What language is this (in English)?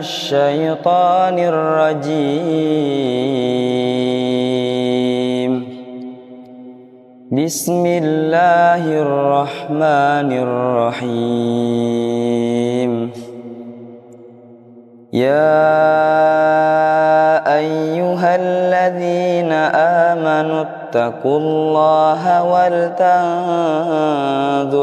Arabic